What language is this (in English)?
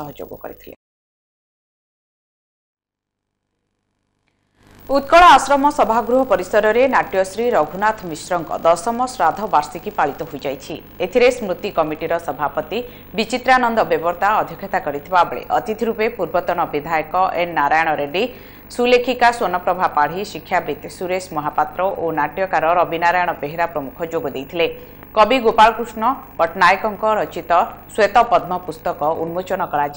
Odia